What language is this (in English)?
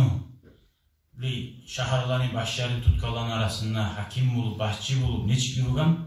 Kumyk